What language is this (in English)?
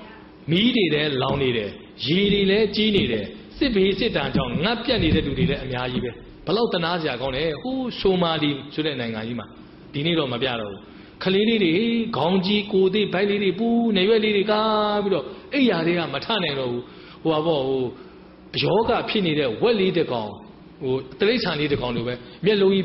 Burmese